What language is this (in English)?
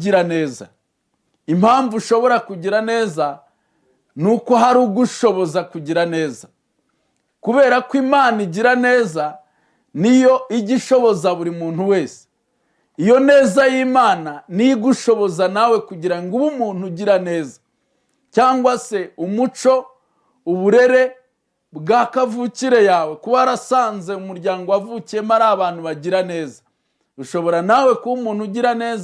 Kinyarwanda